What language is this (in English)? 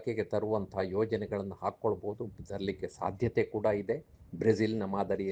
Kannada